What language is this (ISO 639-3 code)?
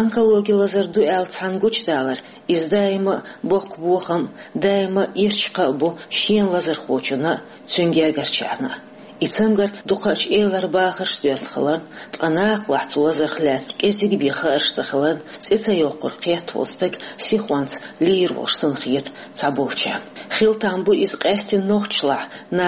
che